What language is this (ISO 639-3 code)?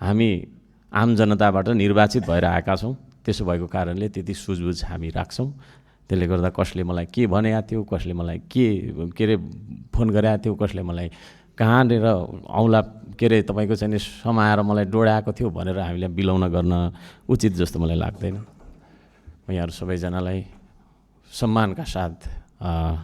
nep